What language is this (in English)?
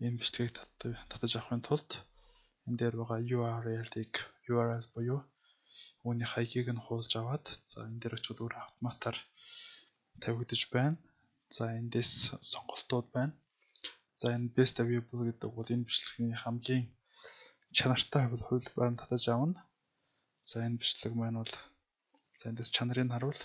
Mongolian